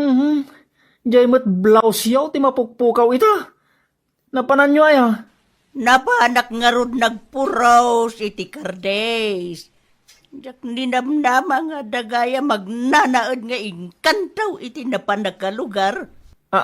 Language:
Iloko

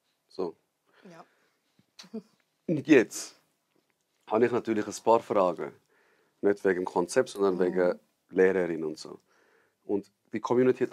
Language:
Swiss German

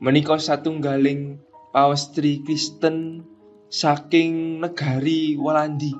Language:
Javanese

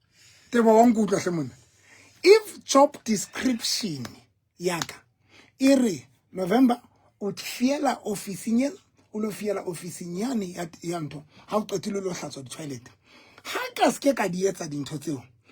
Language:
Southern Sotho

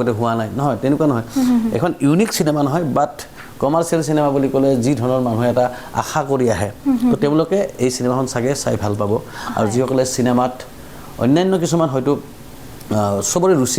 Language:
Assamese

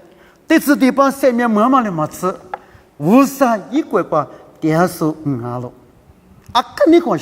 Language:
Lisu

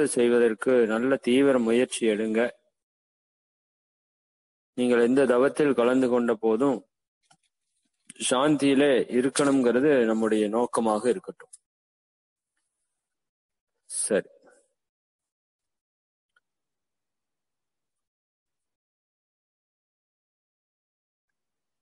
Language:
Tamil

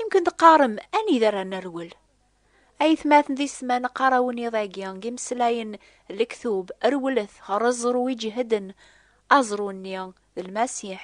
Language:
Kabyle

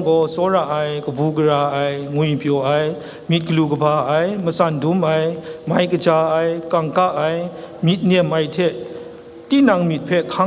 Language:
Kachin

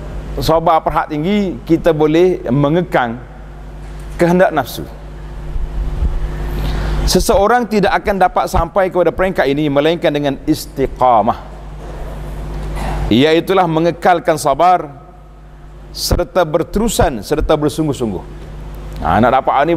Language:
Malay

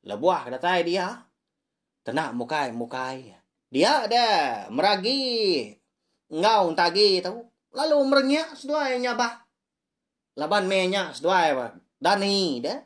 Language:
Iban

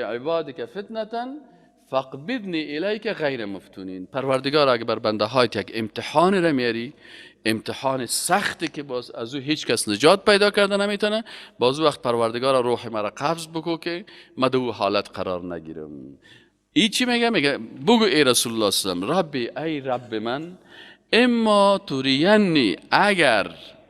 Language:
Persian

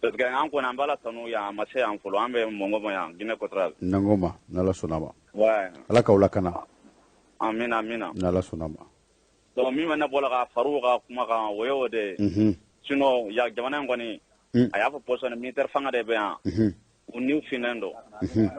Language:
Bambara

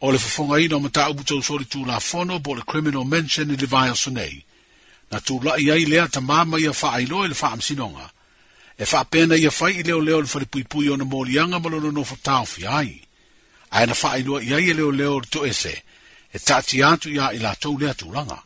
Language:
Samoan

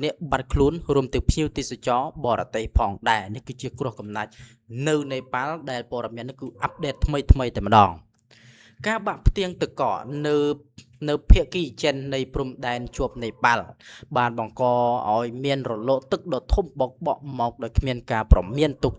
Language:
Khmer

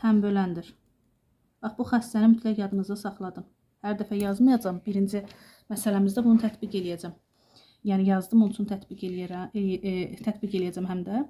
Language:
Azerbaijani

